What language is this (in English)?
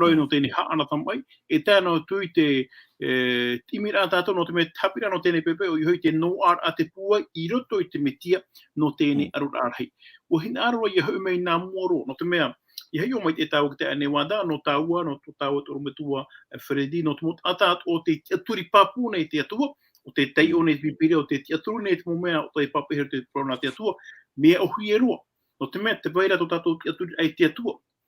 Tahitian